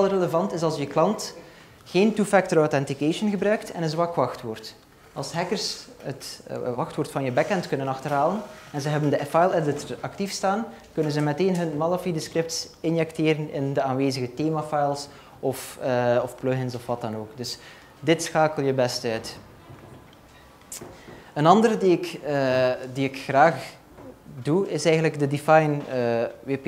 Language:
Dutch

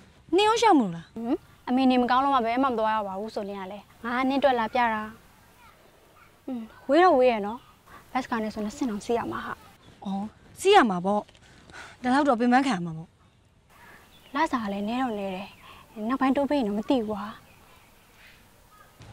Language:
Burmese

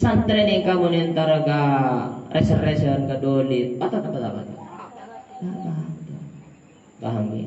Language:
Madurese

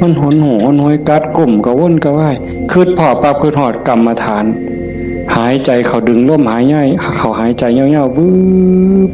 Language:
Northeastern Thai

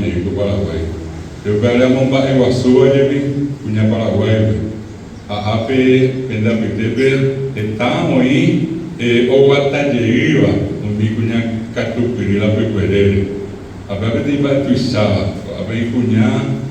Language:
Guarani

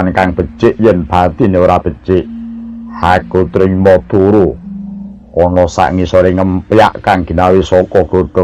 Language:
Javanese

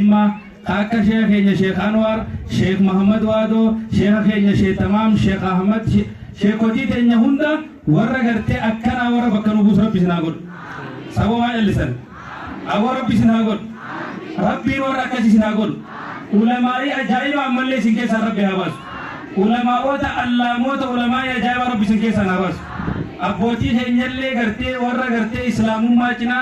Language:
Oromo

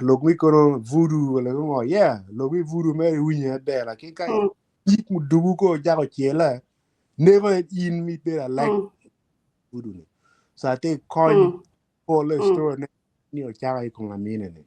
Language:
Acoli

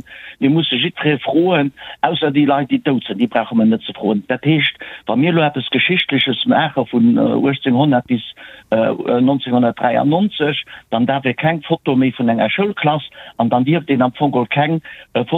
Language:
Luxembourgish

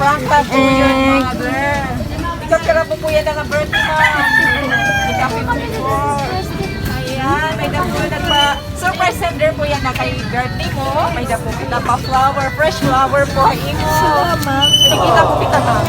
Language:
Waray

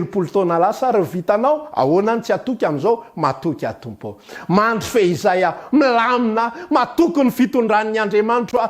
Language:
Malagasy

